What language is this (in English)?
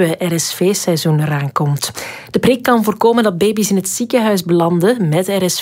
Dutch